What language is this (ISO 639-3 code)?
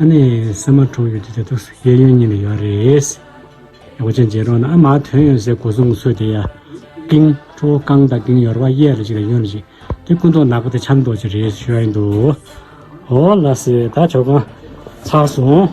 bod